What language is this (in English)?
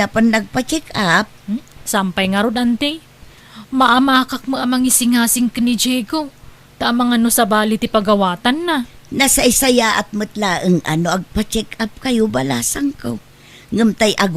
Iloko